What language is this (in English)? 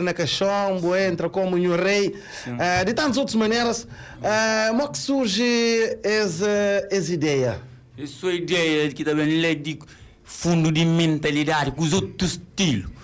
Kabuverdianu